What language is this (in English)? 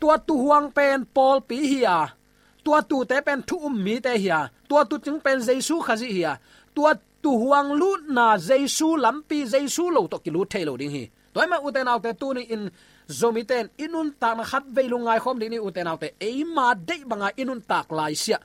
Tedim Chin